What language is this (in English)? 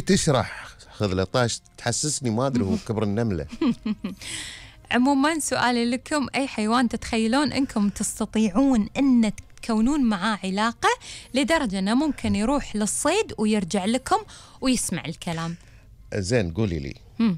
Gulf Arabic